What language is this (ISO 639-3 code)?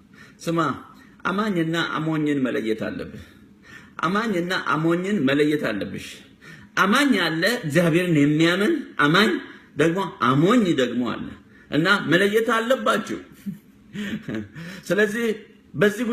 amh